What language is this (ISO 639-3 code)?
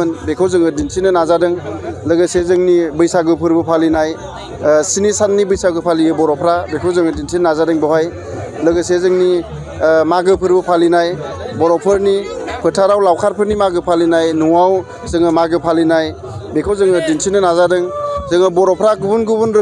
brx